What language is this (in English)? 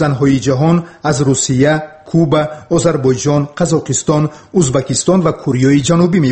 Tajik